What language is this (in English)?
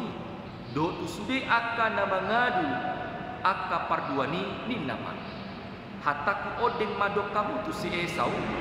Batak Toba